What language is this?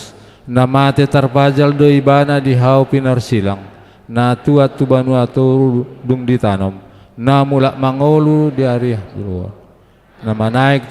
Batak Toba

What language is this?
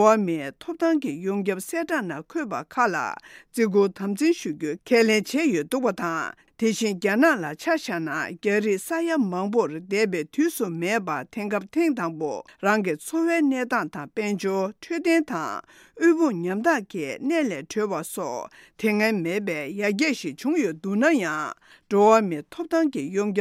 Tibetan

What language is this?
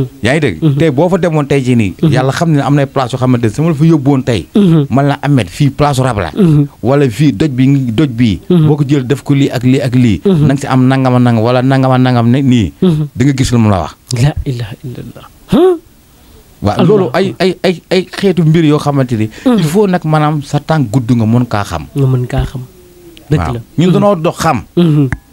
Wolof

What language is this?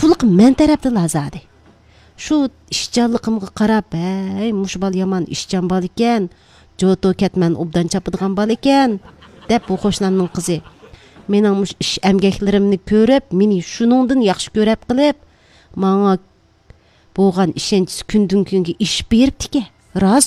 Uyghur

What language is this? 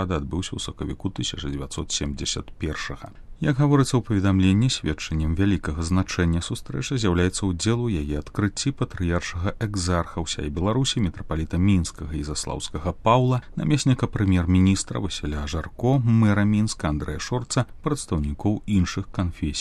Belarusian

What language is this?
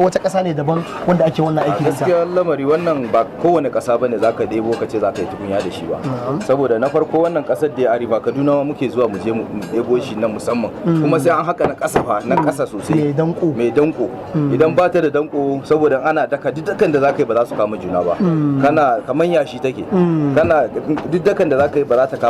Hausa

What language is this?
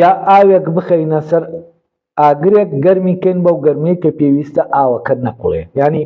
Central Kurdish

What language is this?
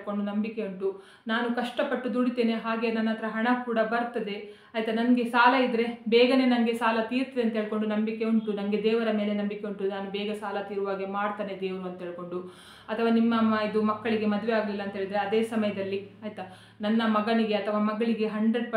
Kannada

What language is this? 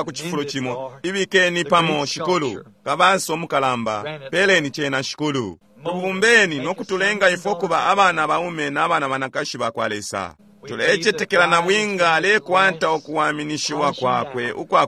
Bemba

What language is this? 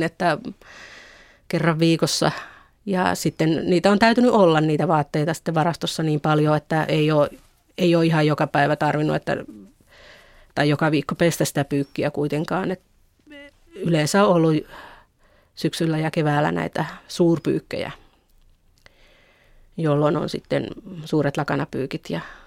Finnish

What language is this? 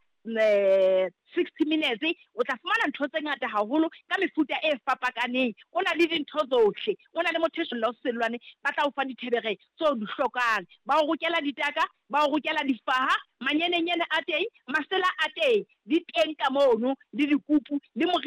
Southern Sotho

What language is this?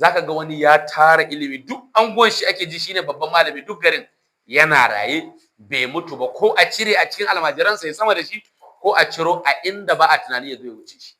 Hausa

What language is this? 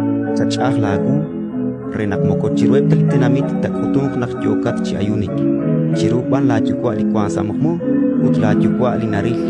Kekchí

